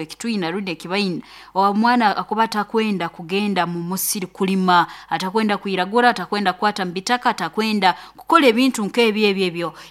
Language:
Nyoro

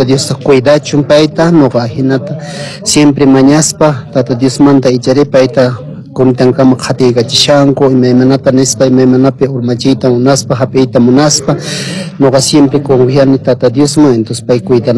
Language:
Quechua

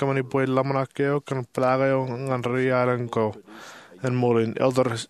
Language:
Marshallese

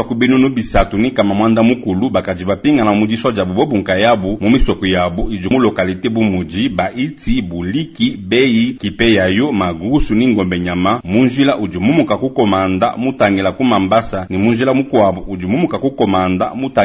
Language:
Luba-Lulua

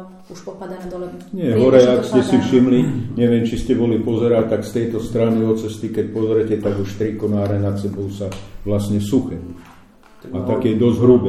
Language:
Slovak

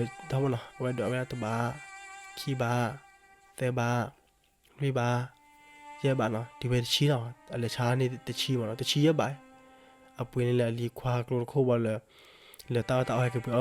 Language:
S'gaw Karen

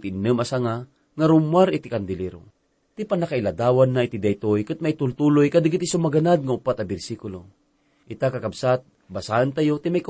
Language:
Iloko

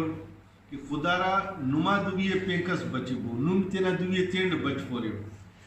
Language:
Brahui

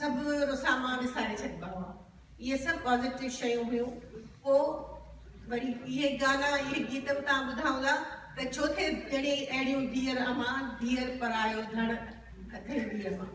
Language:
Sindhi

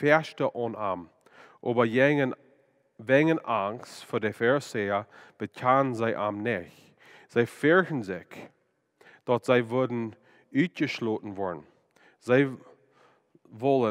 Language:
Plautdietsch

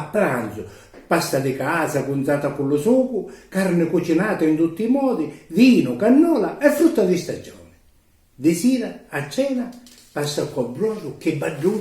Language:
Sicilian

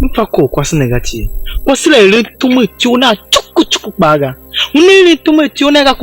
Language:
Tiv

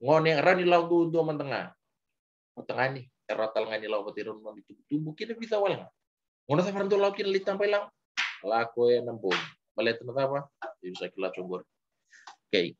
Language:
Fijian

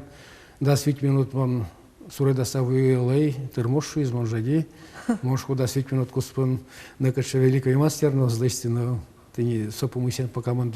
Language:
Udmurt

